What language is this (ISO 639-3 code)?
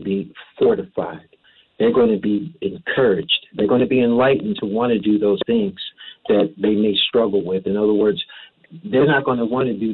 eng